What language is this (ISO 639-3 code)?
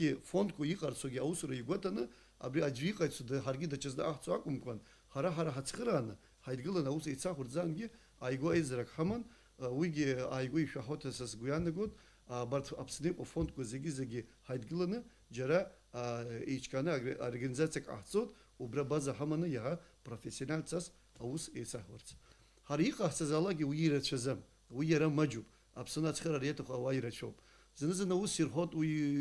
abk